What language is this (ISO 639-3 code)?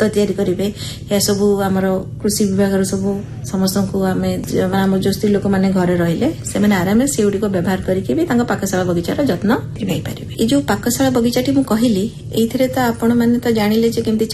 ori